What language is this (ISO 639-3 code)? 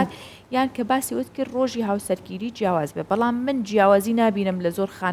ckb